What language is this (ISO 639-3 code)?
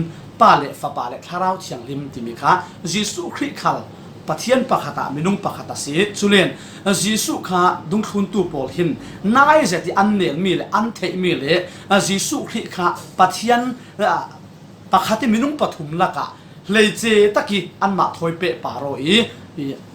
cfm